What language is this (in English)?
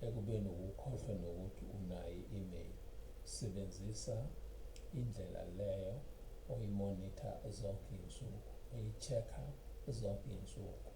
Zulu